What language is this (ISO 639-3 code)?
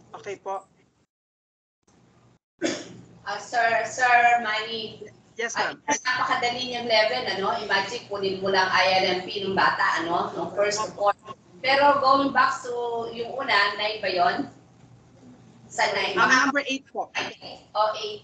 fil